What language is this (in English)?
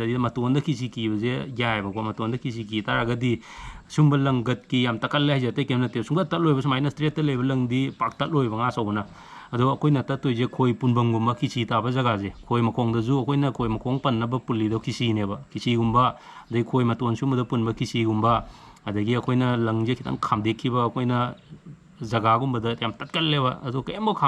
Manipuri